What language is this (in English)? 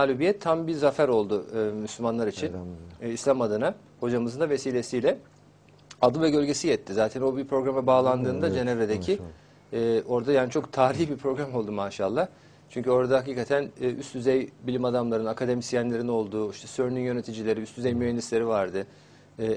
Turkish